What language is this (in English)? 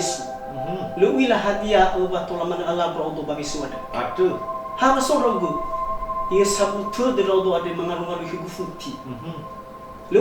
Nias